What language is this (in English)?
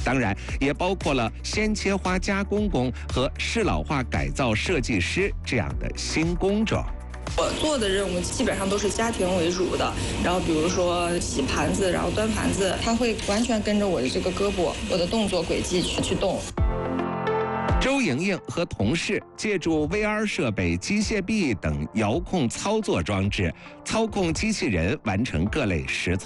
Chinese